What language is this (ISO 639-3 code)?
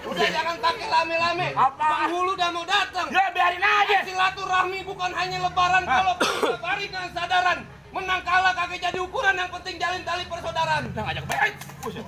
bew